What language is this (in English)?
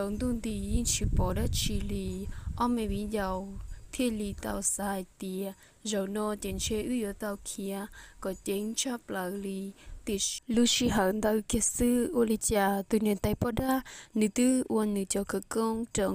Hmong